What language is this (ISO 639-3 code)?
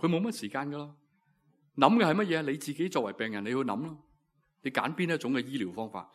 yue